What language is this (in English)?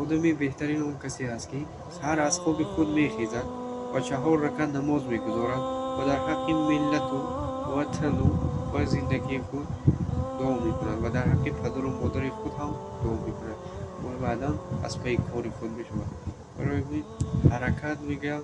Tajik